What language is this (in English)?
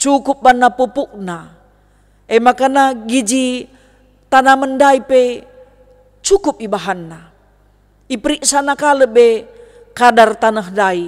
Batak Karo